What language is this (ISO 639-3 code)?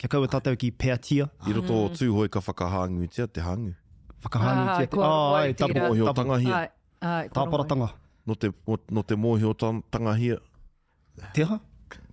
mri